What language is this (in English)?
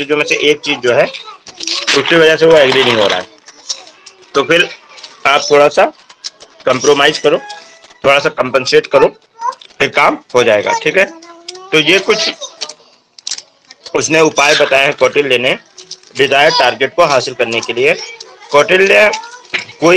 Hindi